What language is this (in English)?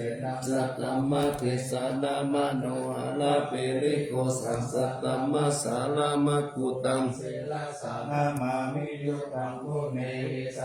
Pali